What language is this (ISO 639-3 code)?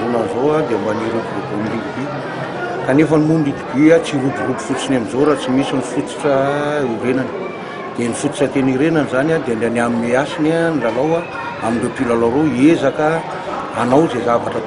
mlg